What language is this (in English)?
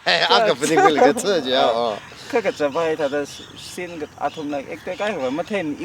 Tangkhul Naga (India)